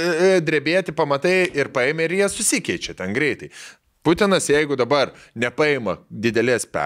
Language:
Lithuanian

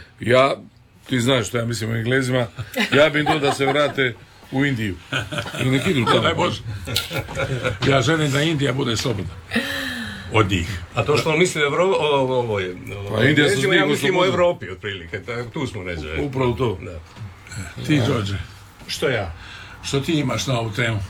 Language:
Croatian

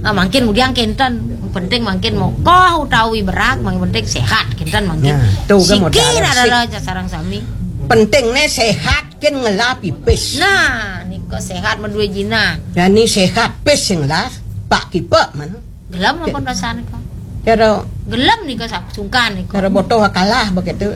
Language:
Balinese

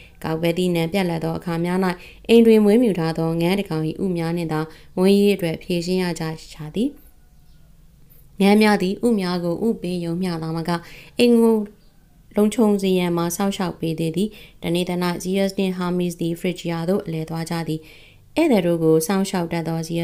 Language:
Burmese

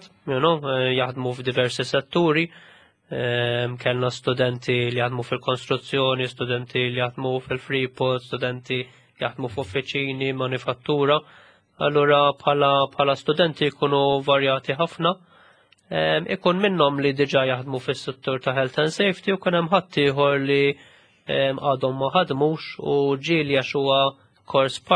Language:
Maltese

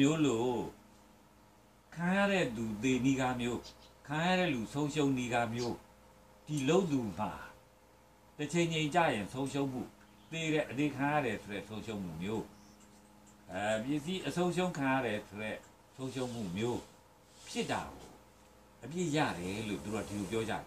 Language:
Burmese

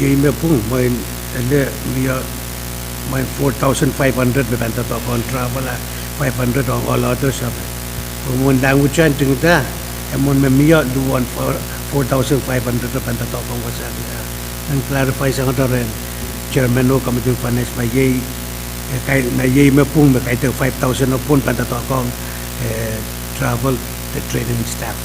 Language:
Pohnpeian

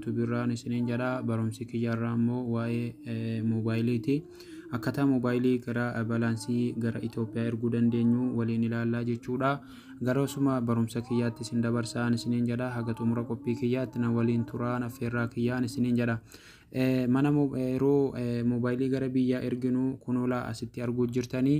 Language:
Oromo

